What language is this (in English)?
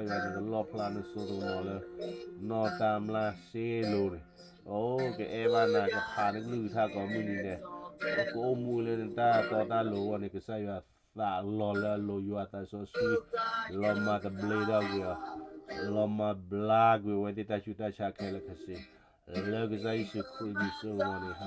S'gaw Karen